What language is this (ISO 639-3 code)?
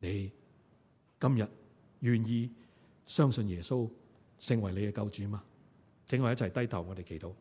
yue